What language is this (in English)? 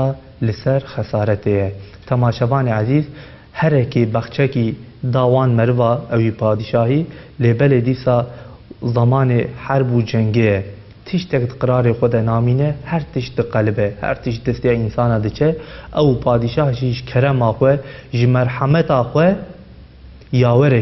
Kurdish